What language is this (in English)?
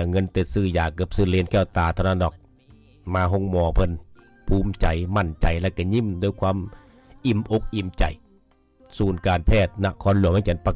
Lao